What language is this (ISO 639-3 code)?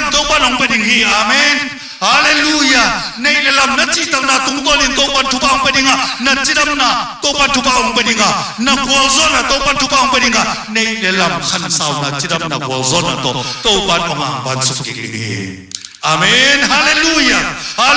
ctd